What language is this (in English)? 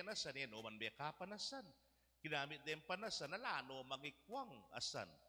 Pampanga